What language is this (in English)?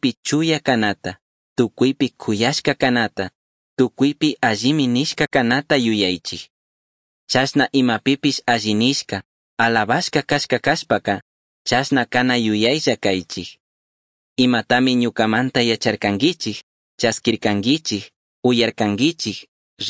Chimborazo Highland Quichua